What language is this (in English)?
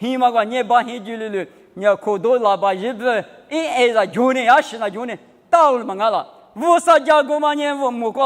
Lisu